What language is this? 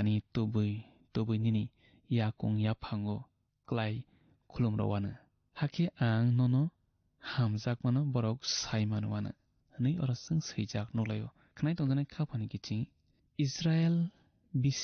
Kok Borok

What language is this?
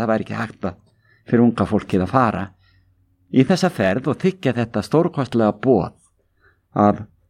Icelandic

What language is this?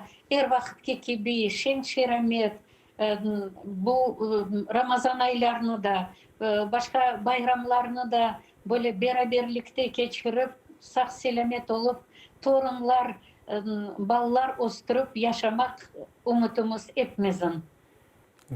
Crimean Tatar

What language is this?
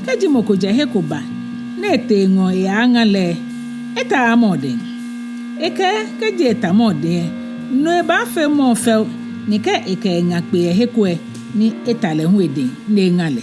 Ga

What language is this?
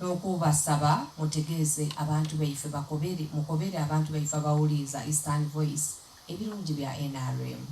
Soga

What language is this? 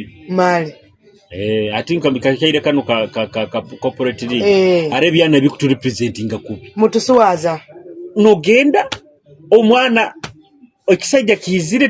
Nyoro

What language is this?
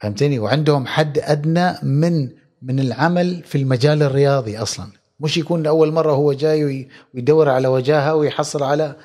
Gulf Arabic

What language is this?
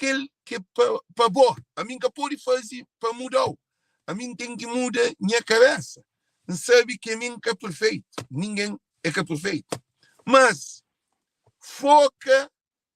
Kabuverdianu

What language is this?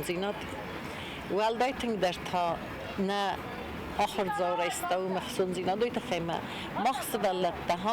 Ossetic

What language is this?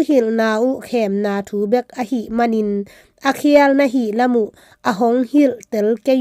Tedim Chin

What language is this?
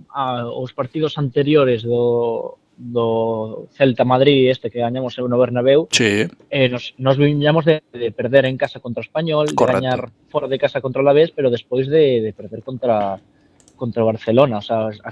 Galician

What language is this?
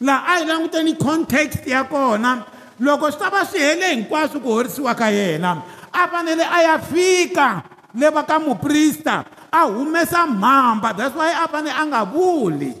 Tsonga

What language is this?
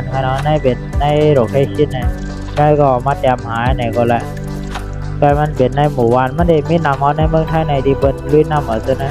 Shan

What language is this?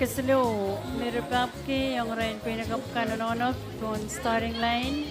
Pohnpeian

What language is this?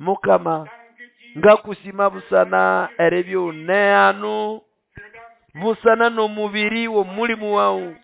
Nande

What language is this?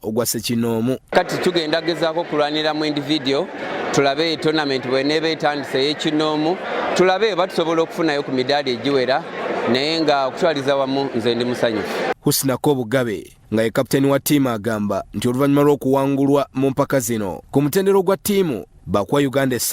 Ganda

